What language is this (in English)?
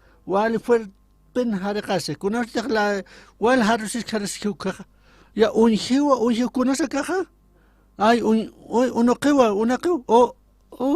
Aymara